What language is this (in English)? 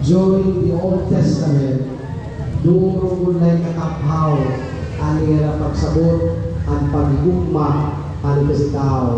Waray